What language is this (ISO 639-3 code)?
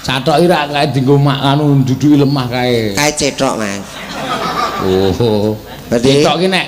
jav